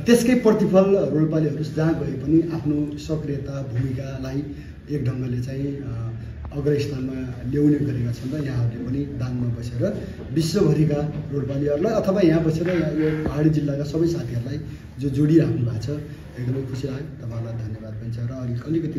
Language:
Nepali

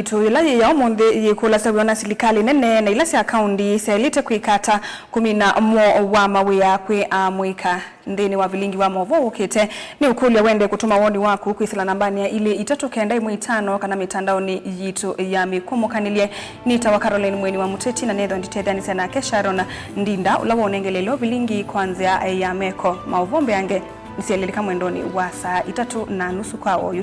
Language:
Kamba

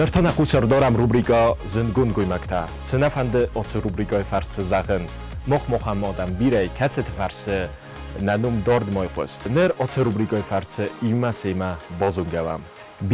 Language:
Ossetic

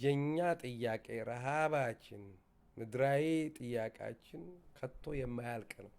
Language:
Amharic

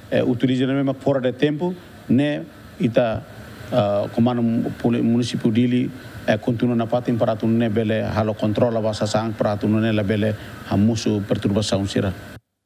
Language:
Tetum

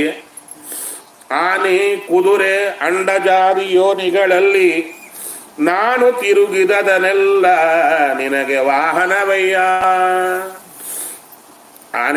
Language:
Kannada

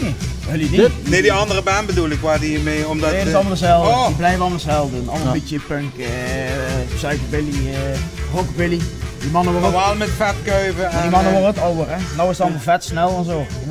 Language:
Limburgish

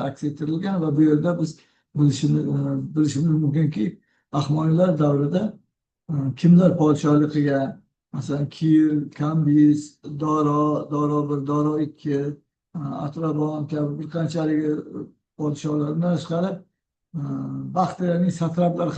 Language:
Uzbek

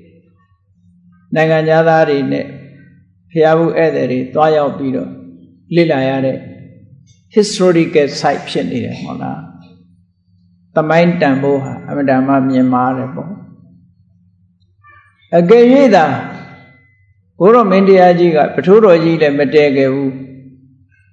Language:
Burmese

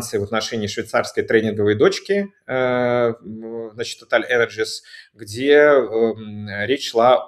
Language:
Russian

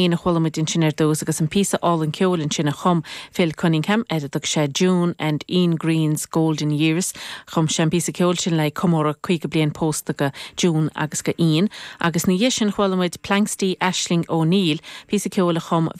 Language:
Irish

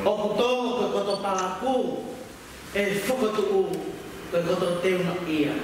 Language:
Tongan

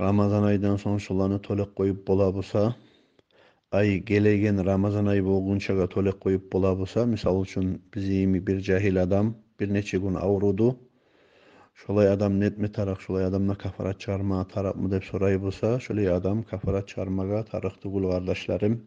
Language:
Kumyk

